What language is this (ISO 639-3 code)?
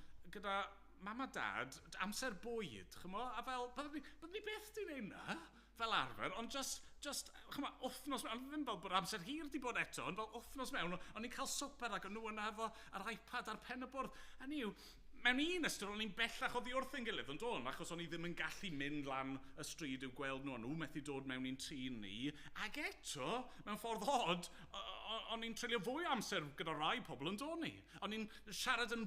cym